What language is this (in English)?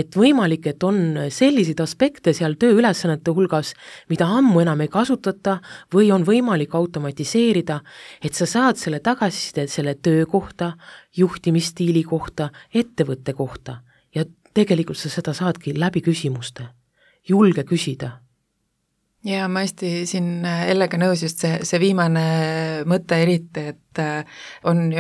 Estonian